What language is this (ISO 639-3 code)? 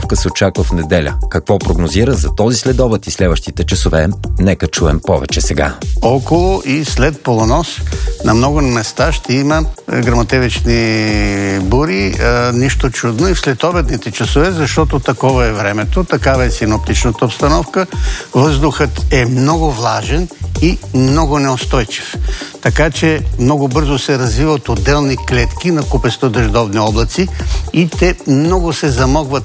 bul